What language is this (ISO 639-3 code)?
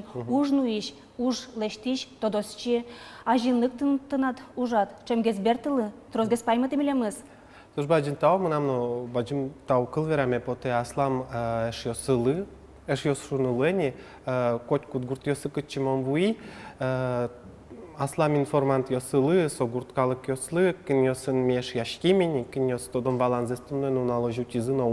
udm